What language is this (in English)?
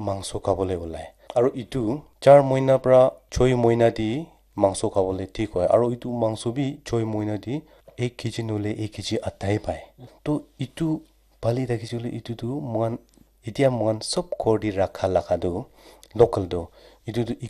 Naga Pidgin